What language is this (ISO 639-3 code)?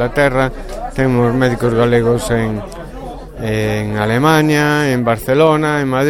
glg